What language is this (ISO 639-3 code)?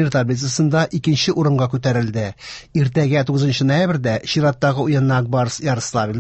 tat